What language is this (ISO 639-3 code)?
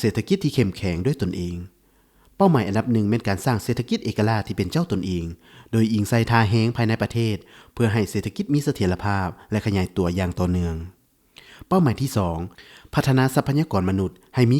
lao